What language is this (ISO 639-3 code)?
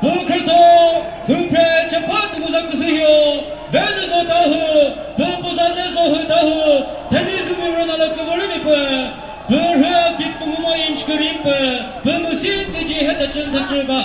nri